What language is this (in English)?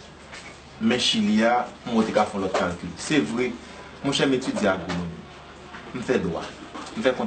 Haitian Creole